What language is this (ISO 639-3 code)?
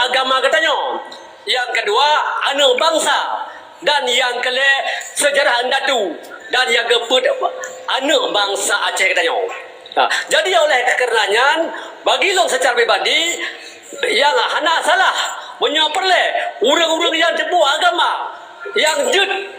ace